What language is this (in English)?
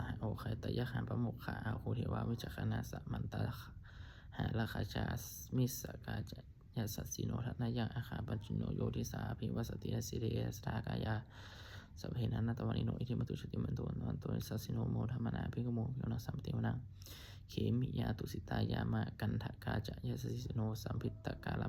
Pali